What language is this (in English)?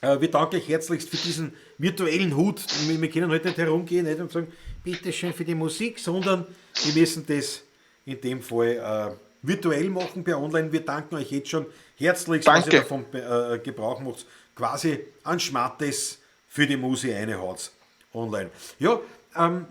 Bavarian